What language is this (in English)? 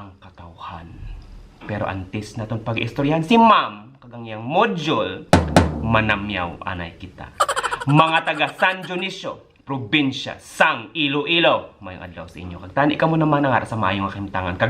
Hiligaynon